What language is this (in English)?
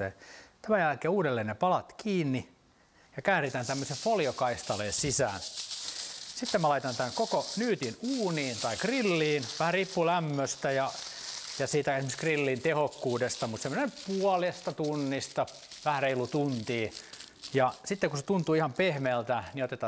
Finnish